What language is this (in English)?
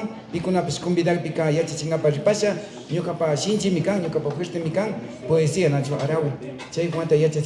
Imbabura Highland Quichua